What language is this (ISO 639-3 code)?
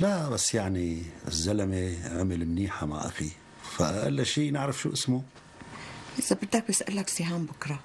apc